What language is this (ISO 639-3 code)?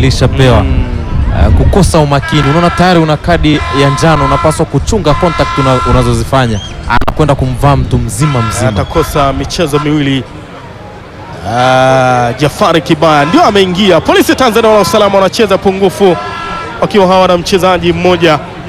swa